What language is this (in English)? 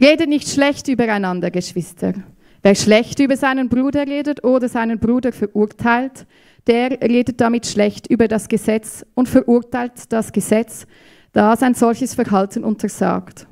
Swiss German